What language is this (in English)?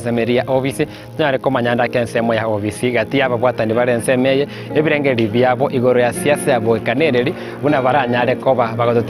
Gusii